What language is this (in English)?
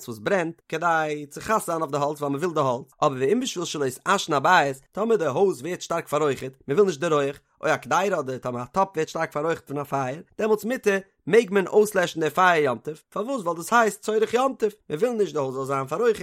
Yiddish